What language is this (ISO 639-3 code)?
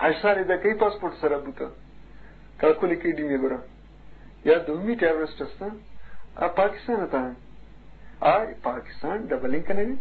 bgp